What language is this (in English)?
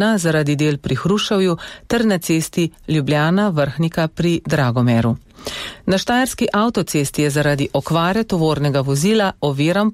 Slovenian